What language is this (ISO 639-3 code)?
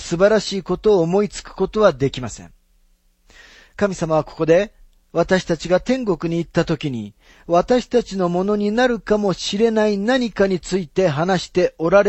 jpn